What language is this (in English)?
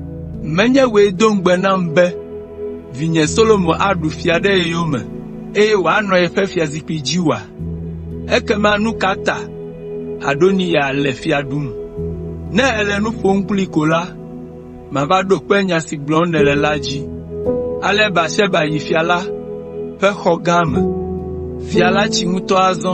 Ewe